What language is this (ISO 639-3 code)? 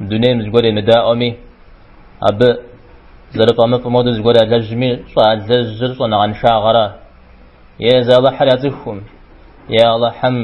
kbd